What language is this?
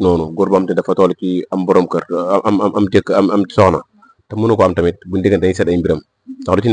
Wolof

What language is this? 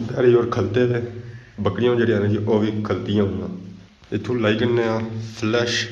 Pahari-Potwari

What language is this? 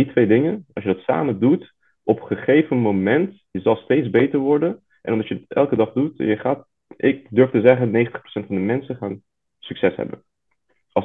Dutch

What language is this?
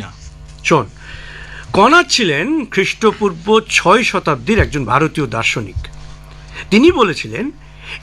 Bangla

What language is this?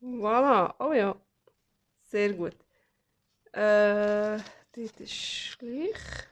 Swiss German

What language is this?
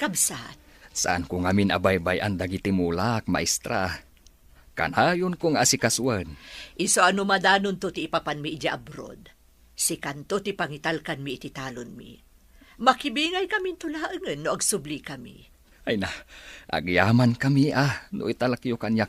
Iloko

